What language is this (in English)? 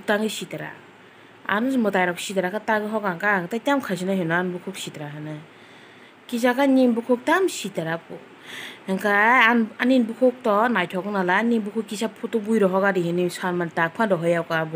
Kok Borok